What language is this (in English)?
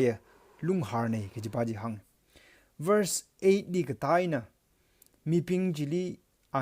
Tangkhul Naga (India)